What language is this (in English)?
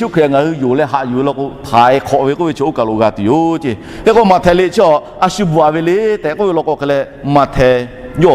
Lahu